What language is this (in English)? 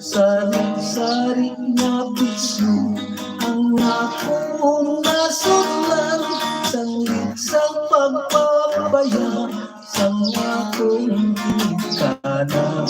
Hiligaynon